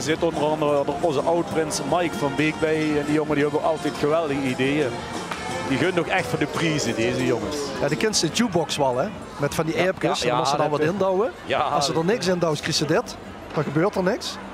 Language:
Limburgish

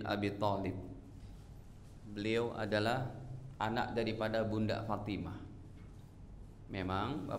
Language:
Indonesian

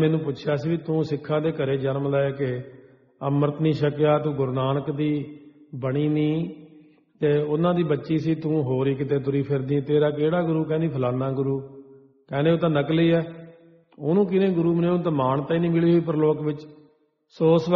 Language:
Punjabi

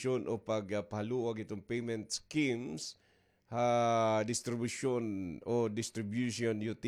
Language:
Waray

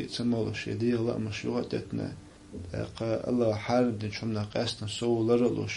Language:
Chechen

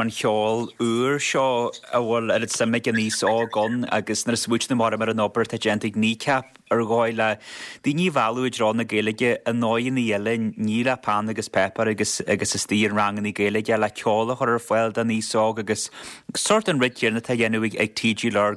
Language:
Irish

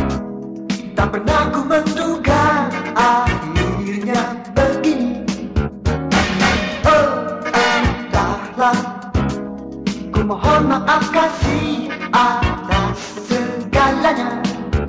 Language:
Malay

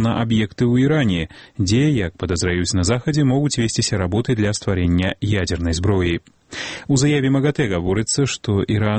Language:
Belarusian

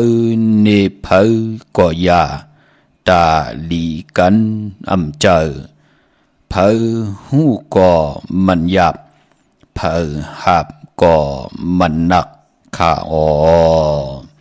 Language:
Shan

